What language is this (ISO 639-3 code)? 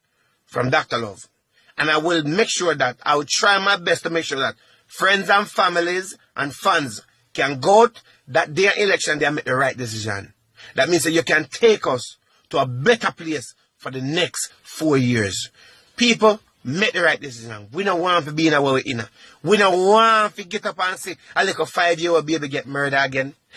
jam